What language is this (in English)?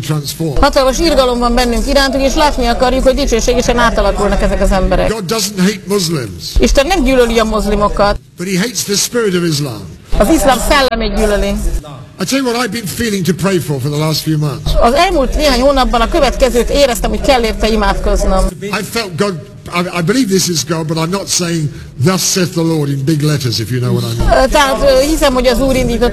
Hungarian